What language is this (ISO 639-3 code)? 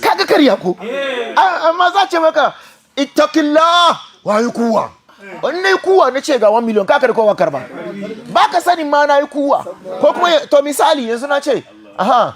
hau